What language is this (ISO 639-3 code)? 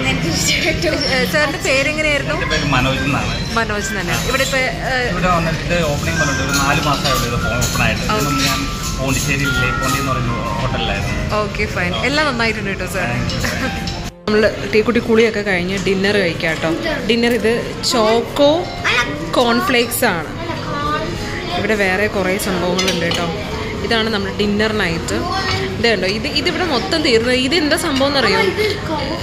mal